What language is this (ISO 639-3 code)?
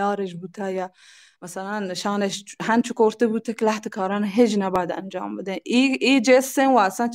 bal